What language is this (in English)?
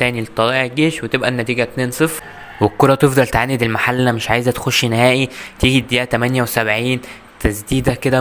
Egyptian Arabic